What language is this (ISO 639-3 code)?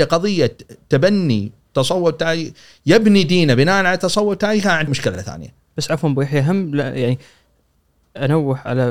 afb